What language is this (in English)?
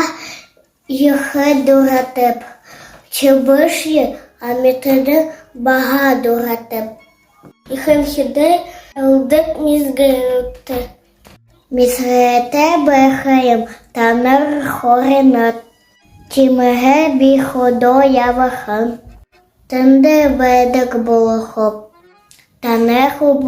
Buriat